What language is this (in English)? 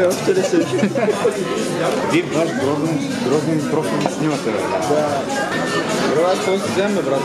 Bulgarian